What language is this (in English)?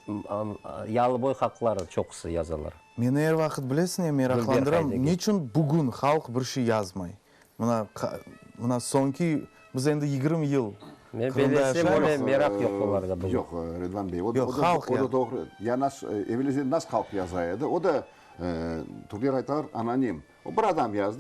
Crimean Tatar